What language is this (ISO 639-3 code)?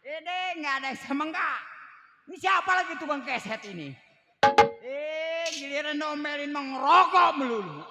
bew